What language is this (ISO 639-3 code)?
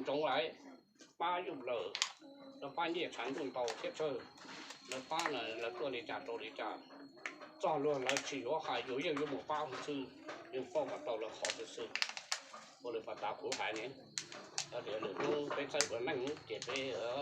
hmn